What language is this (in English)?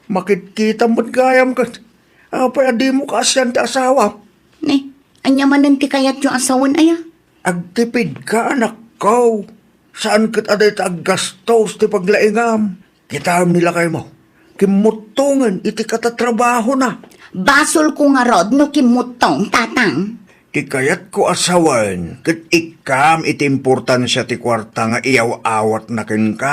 Iloko